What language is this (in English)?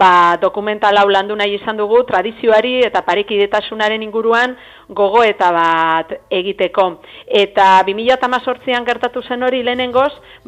Basque